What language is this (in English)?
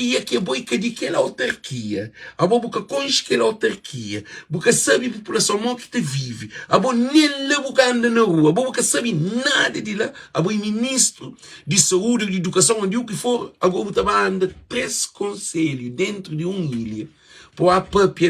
Kabuverdianu